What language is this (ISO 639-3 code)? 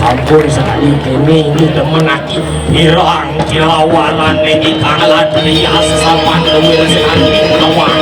ban